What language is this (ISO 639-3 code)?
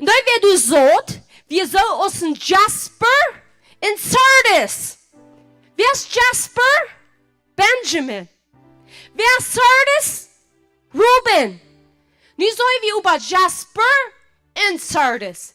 pdt